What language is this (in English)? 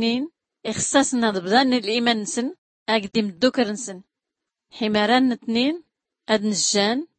Tachelhit